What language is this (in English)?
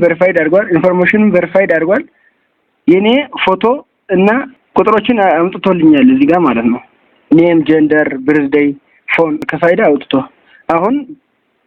Amharic